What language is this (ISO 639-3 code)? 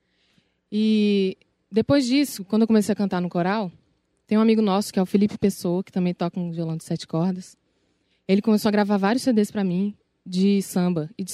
por